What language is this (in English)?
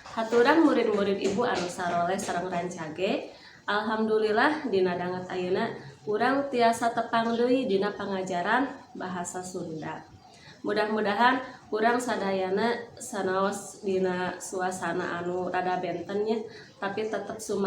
Sundanese